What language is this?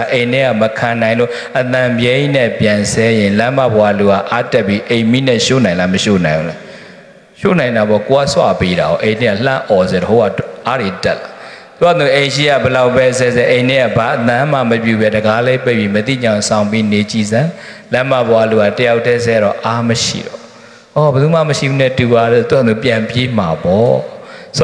Burmese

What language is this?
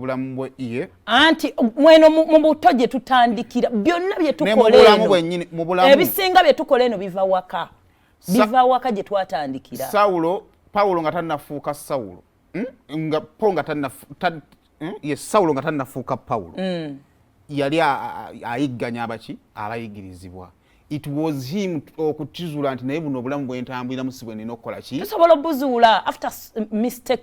Ganda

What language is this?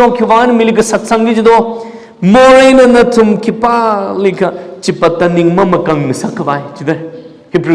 Tangkhul Naga (India)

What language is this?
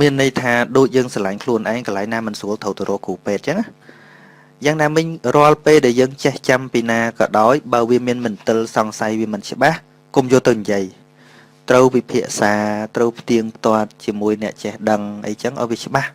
Khmer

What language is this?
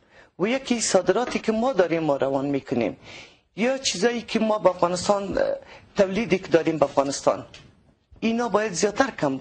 Persian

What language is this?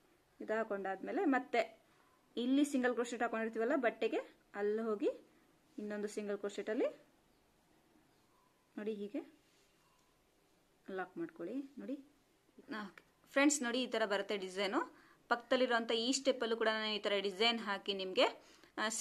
Kannada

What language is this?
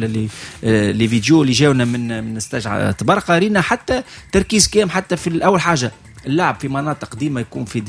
Tunisian Arabic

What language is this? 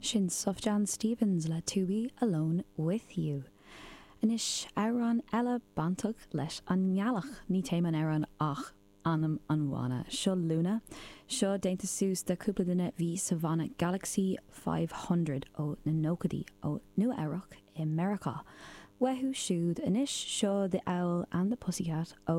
Irish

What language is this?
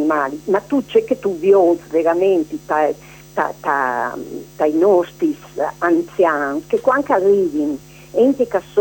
Italian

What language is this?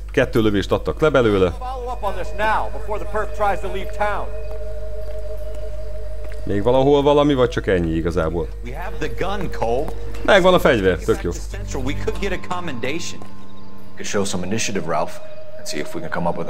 Hungarian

